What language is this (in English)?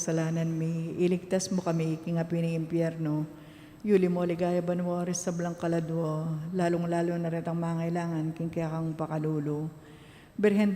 Pampanga